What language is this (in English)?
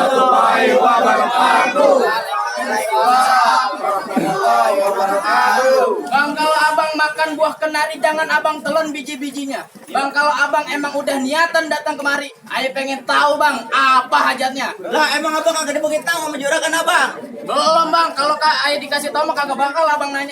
Betawi